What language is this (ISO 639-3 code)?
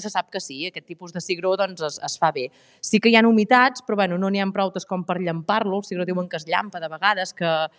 cat